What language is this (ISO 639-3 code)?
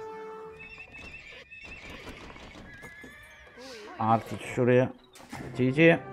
tur